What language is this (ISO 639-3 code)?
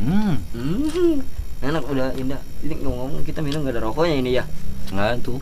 bew